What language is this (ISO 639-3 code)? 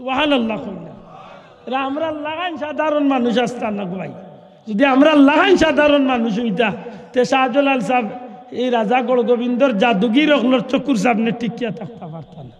syl